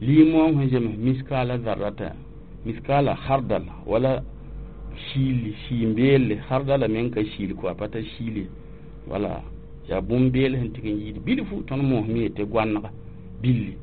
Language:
Mossi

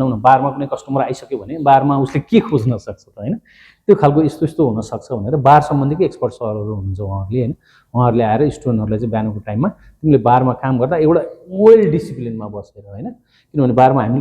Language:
Nepali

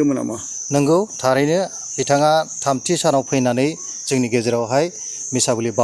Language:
Bodo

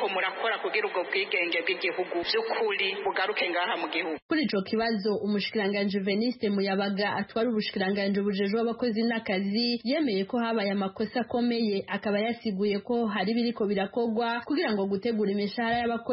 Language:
Rundi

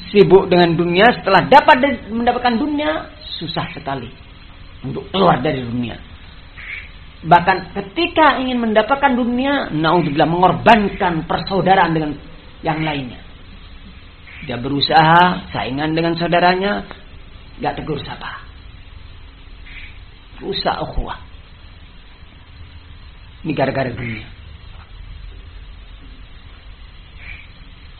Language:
Indonesian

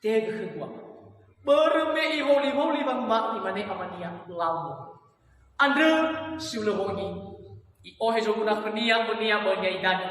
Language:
Nias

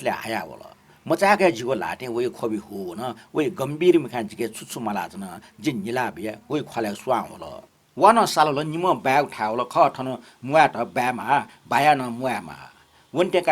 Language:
Newari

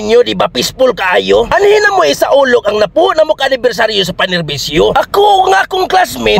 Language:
Cebuano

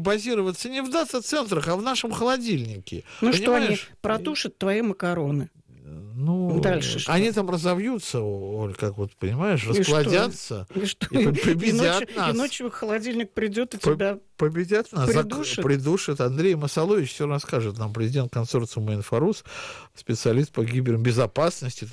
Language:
Russian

